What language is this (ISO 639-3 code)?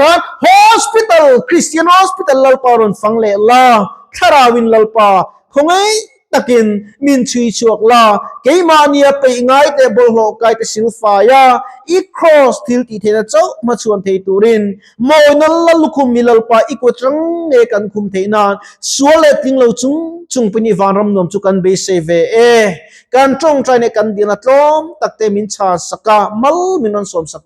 lus